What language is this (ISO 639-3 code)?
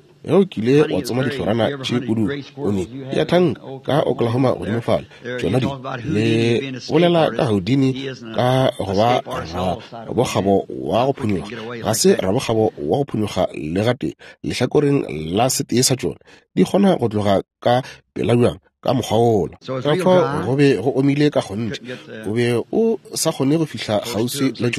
nso